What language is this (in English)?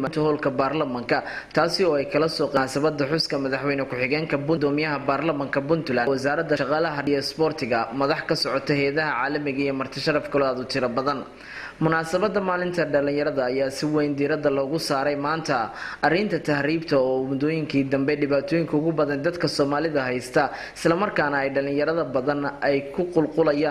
Somali